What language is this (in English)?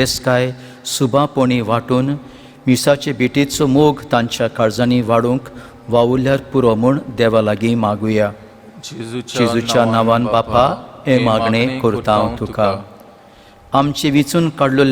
Konkani